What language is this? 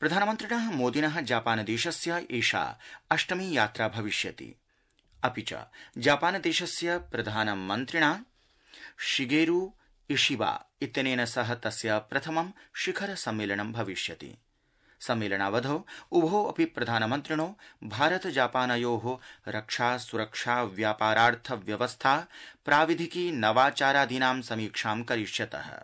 Sanskrit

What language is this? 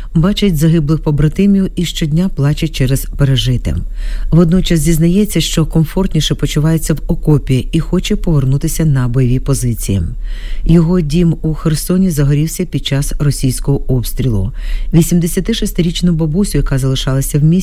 Ukrainian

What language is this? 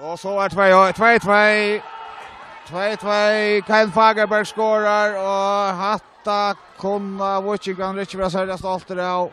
Faroese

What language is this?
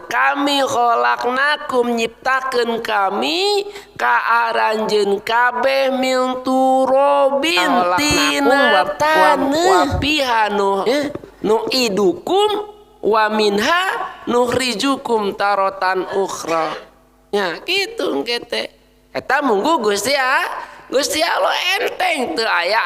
Sundanese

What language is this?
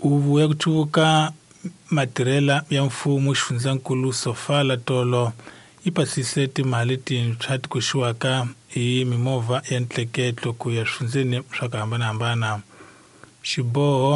Tsonga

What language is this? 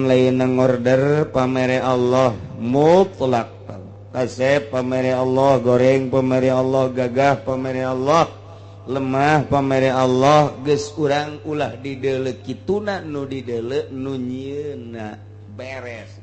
Sundanese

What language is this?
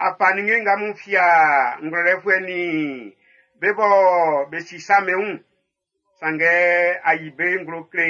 Baoulé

